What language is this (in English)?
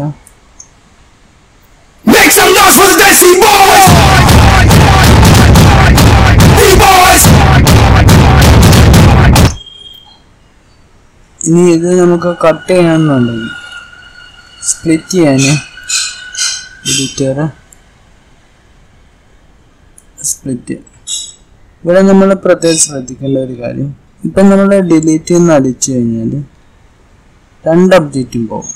Malayalam